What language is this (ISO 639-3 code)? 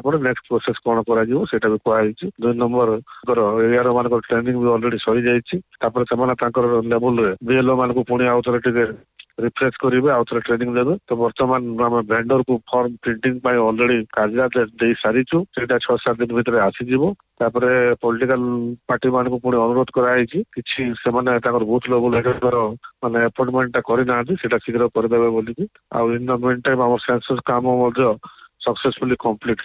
ori